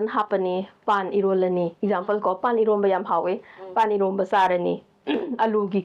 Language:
Manipuri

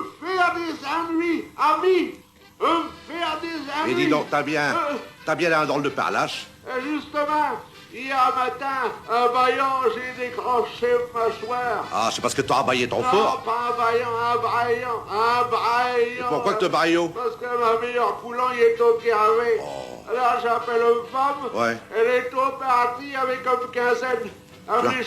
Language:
Picard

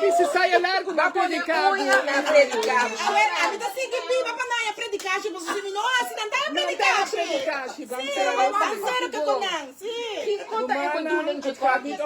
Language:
Papiamento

